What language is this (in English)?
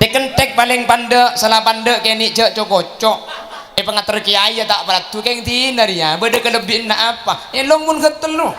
Madurese